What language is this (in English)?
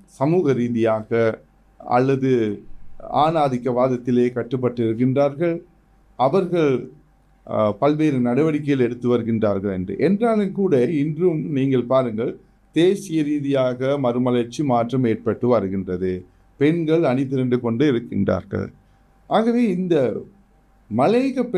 Tamil